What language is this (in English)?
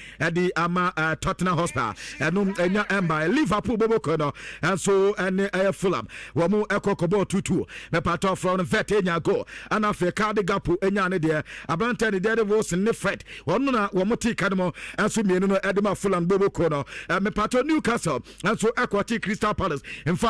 Akan